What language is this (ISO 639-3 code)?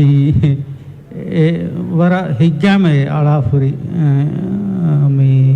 div